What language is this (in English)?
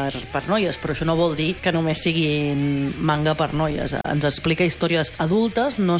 Catalan